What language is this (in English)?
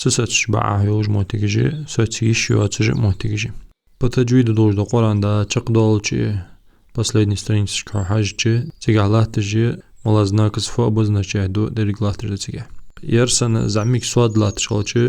Ingush